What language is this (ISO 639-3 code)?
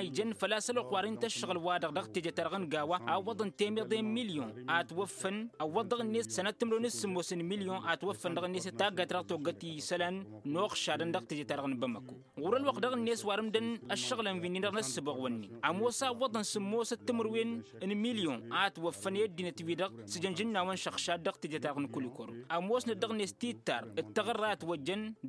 taq